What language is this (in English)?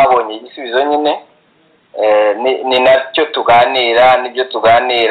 Kinyarwanda